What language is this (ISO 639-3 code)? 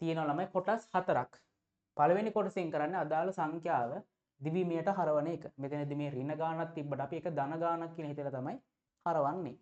sin